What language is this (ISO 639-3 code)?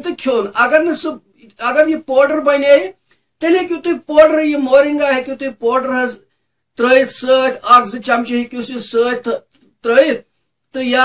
kas